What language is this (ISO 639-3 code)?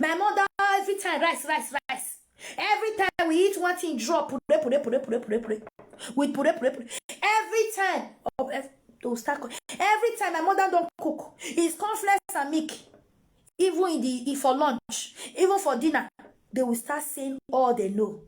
pcm